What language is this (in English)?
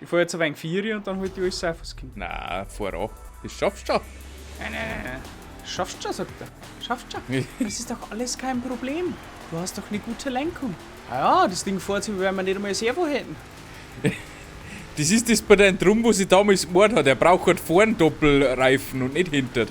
Bavarian